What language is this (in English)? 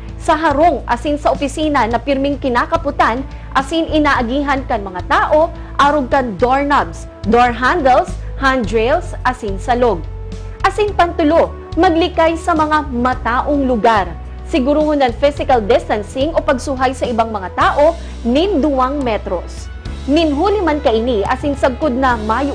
Bikol